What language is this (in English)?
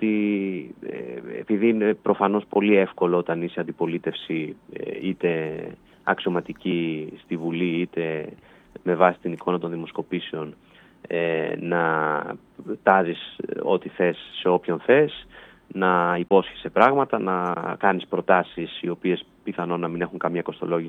Greek